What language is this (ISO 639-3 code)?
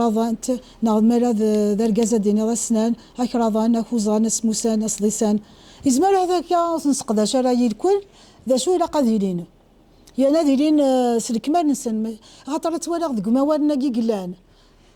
kab